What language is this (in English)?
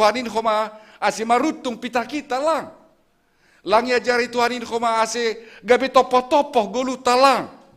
Batak Simalungun